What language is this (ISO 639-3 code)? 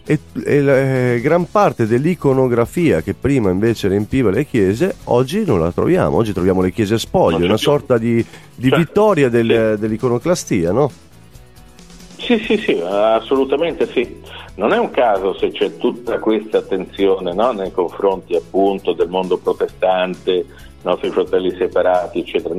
ita